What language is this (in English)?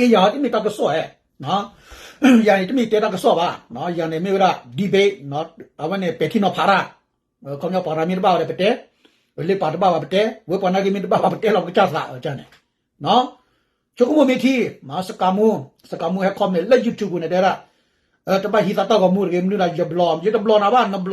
S'gaw Karen